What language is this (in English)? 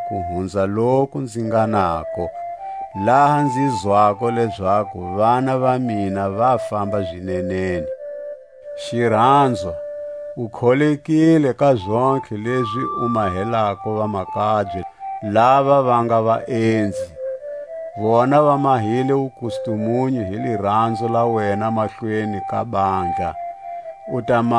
Tswa